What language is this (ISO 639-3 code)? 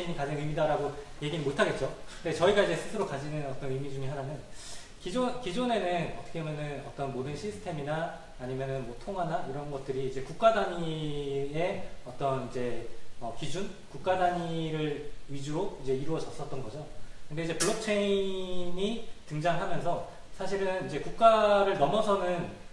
kor